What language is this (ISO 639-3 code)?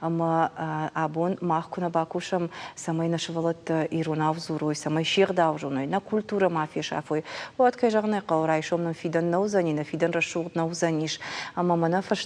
oss